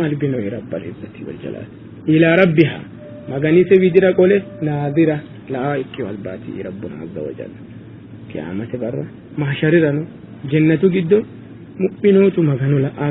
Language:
Sidamo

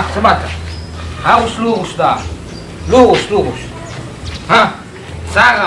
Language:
Nias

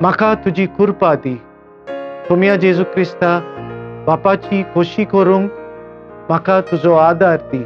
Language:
Konkani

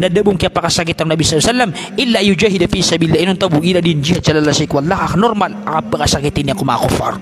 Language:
Maranao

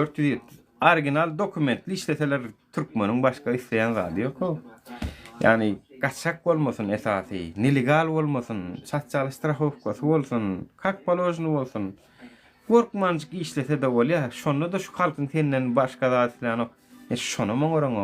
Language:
Turkmen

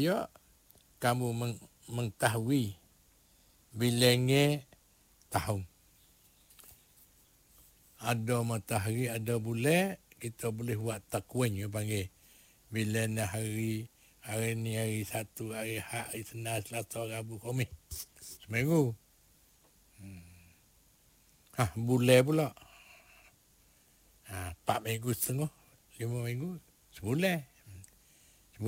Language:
Malay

